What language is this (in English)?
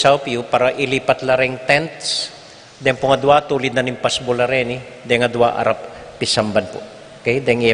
Pampanga